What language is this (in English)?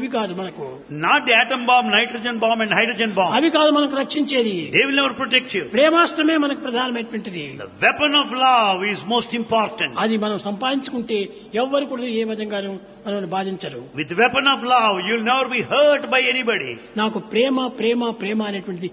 Telugu